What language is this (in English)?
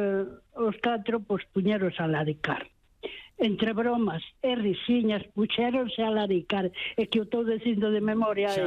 Galician